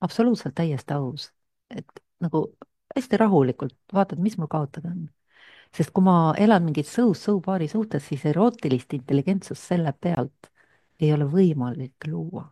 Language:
Estonian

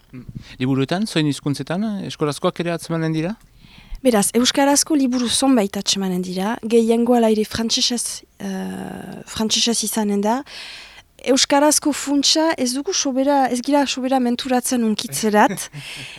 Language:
Basque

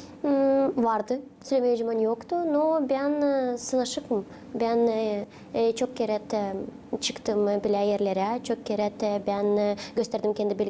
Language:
Gagauz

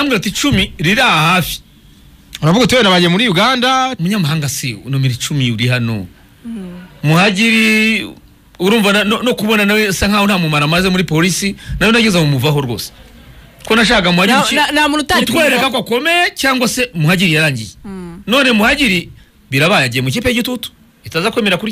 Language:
Kinyarwanda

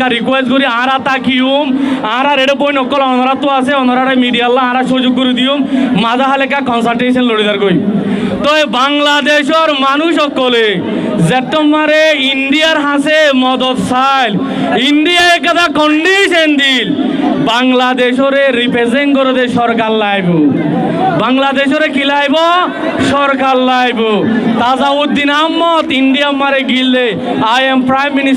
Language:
Rohingya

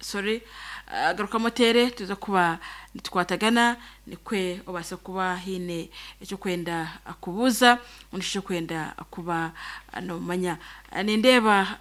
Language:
Nyankole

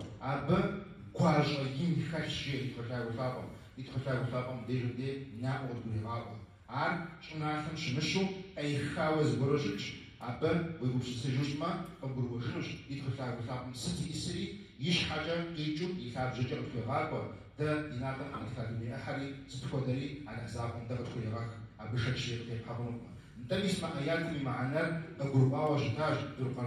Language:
Kabardian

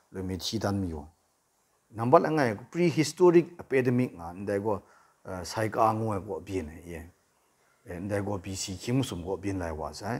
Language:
Kachin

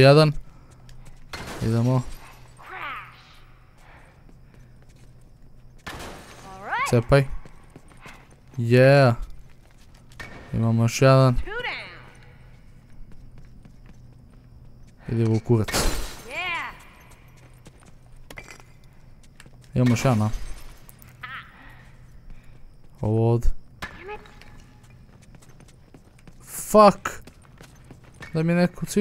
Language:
Croatian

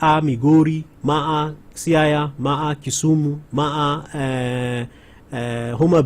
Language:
Luo (Kenya and Tanzania)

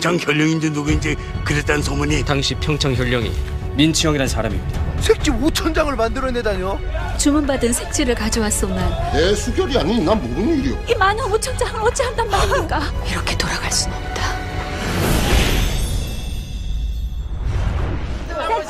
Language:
Korean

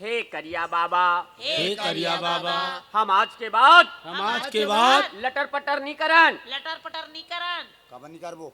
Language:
Chhattisgarhi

